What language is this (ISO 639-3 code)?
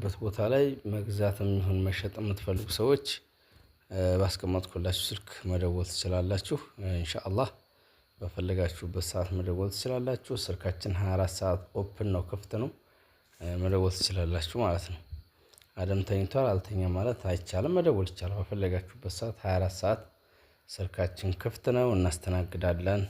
amh